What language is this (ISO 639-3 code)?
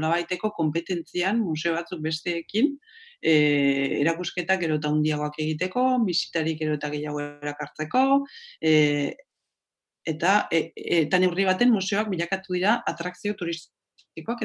eus